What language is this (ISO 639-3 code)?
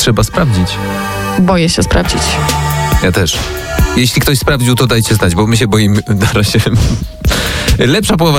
pol